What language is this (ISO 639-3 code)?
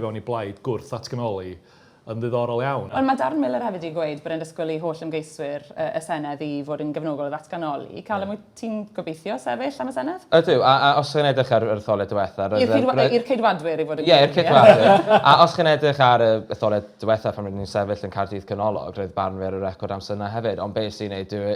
cym